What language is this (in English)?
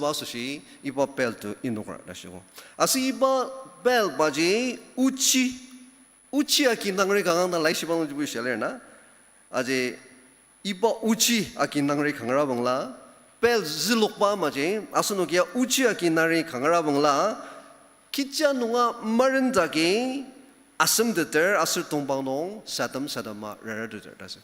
Ao Naga